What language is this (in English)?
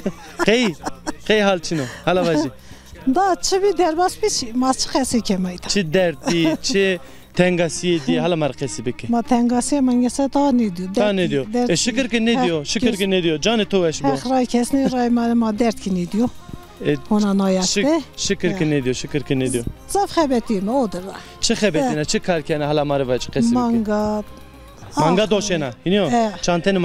Zaza